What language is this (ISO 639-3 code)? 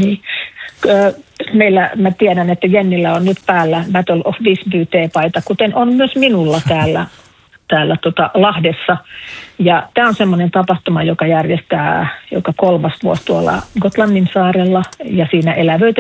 fin